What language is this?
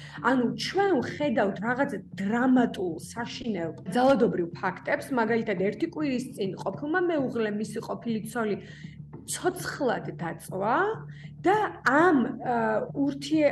Georgian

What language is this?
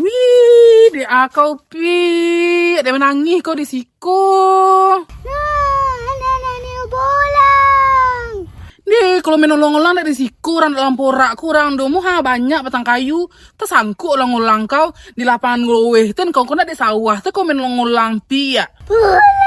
Minangkabau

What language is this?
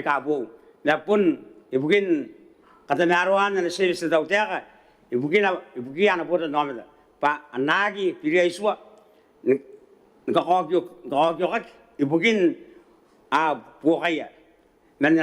Gilbertese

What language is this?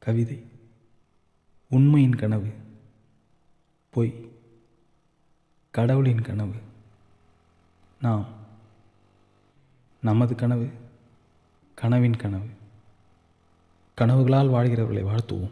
Tamil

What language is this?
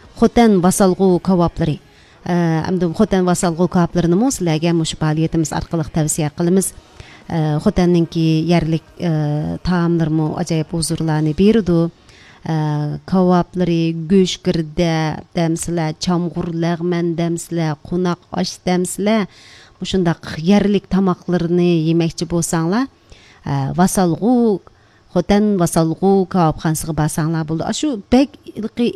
Uyghur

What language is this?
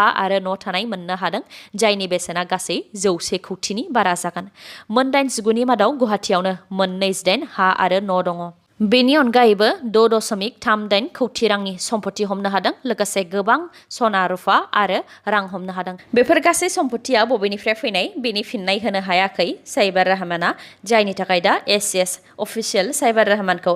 Bodo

